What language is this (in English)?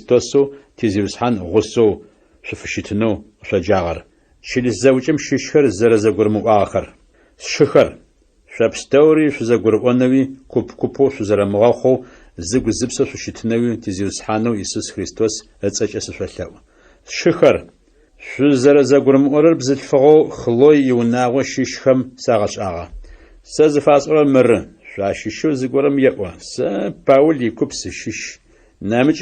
Adyghe